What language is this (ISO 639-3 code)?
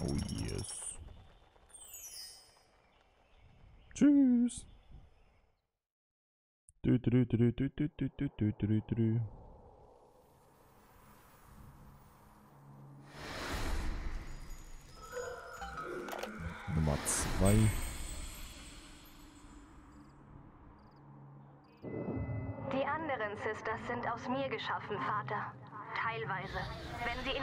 deu